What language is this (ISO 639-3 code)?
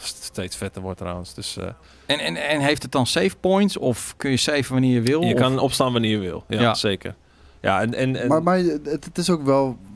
nld